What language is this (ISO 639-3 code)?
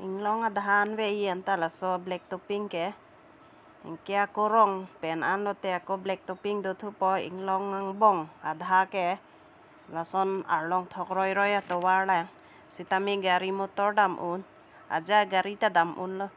mjw